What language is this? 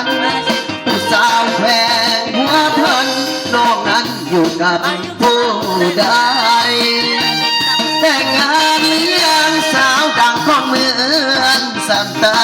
Lao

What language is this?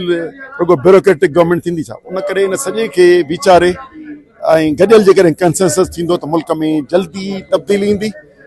Sindhi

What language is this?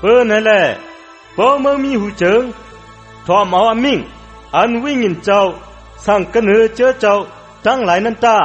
Shan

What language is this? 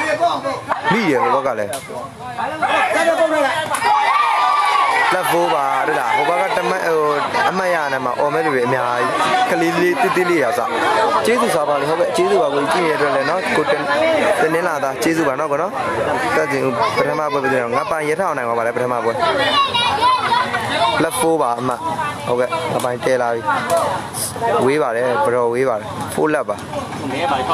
Burmese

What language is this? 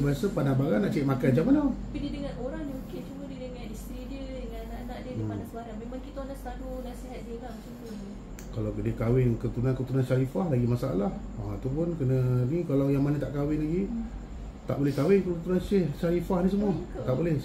Malay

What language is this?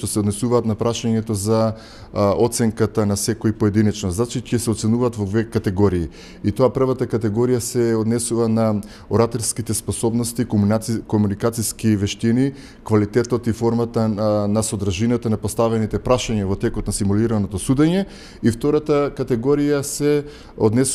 Macedonian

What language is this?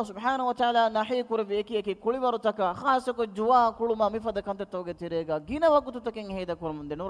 Divehi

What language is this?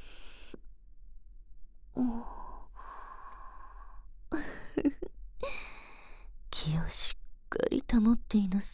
Japanese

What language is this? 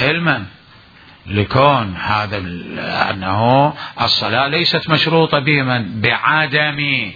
Mesopotamian Arabic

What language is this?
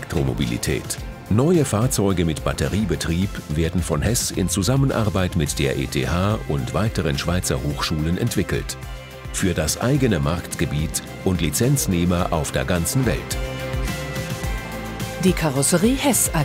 German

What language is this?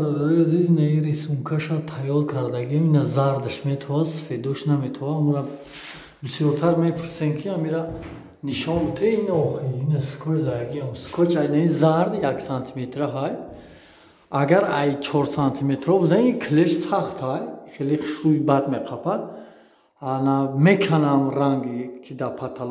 Tajik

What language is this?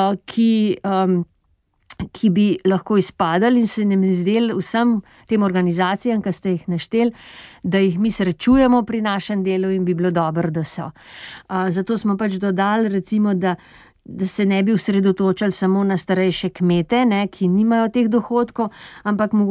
Slovenian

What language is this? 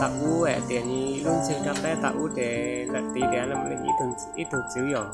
Hmong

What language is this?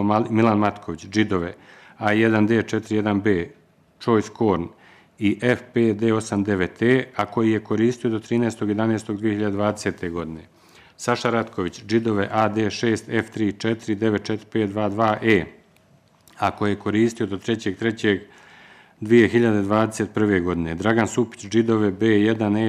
Bosnian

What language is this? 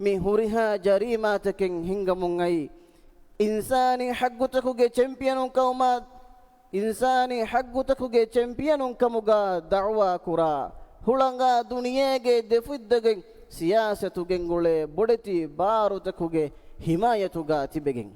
Divehi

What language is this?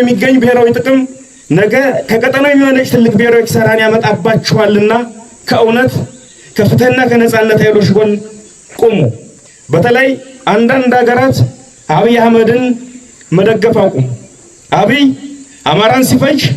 Amharic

